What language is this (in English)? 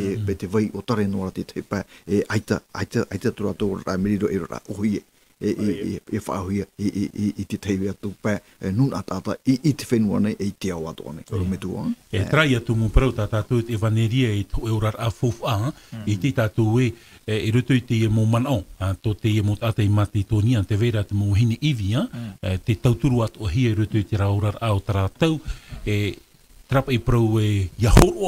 Tahitian